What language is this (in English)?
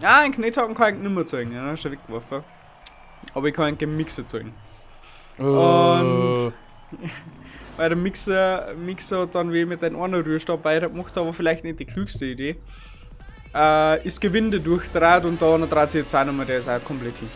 Bavarian